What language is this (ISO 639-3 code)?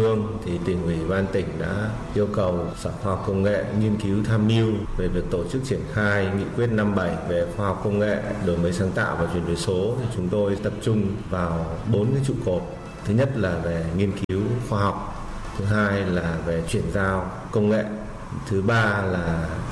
vie